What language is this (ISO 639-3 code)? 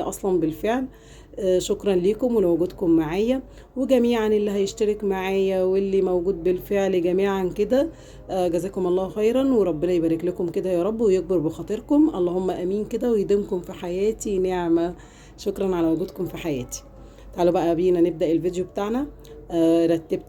arz